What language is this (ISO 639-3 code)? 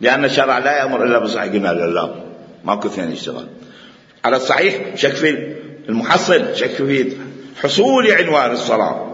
acm